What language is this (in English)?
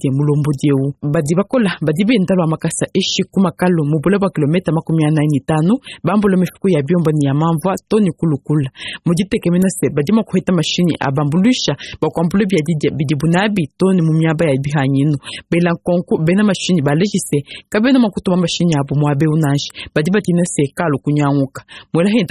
Luba-Lulua